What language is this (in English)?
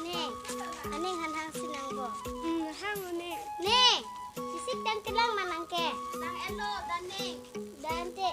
Karbi